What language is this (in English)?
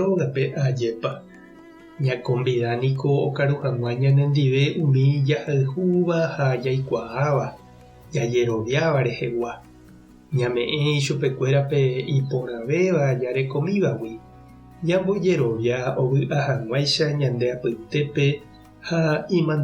Guarani